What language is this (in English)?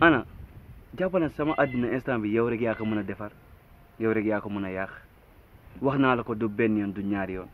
Wolof